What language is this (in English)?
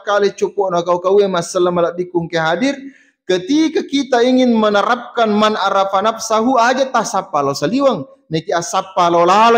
Buginese